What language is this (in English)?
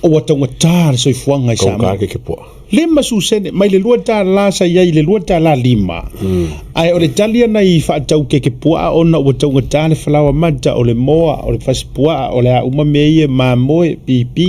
Samoan